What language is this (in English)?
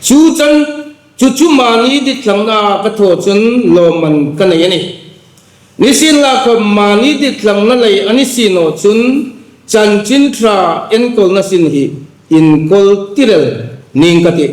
Hmar